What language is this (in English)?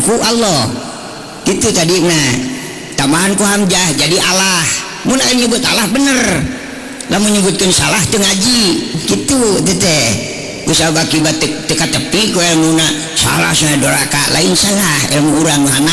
Sundanese